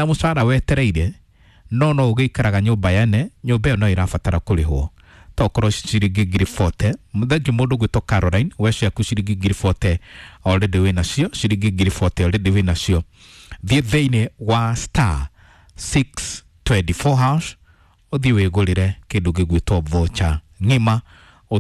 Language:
Kikuyu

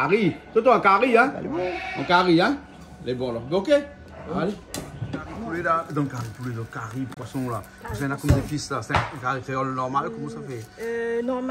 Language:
Réunion Creole French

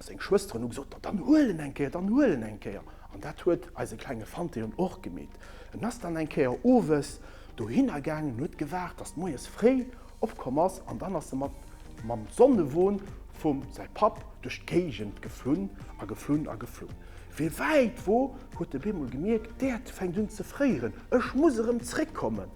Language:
Luxembourgish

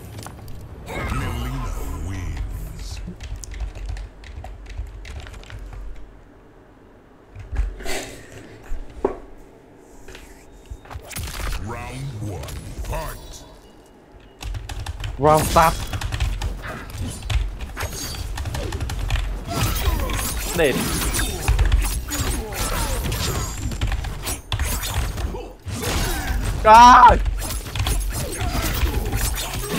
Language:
Vietnamese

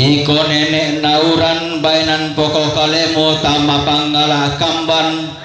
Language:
Toraja-Sa'dan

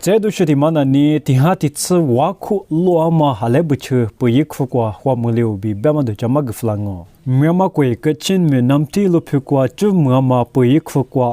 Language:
Lisu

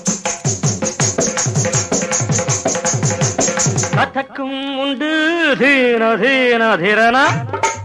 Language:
Tamil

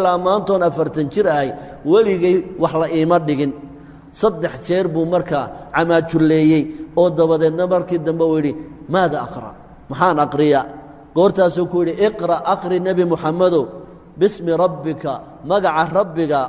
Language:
Somali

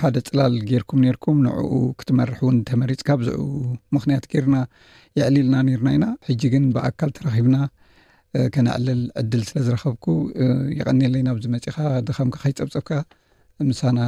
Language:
Tigrinya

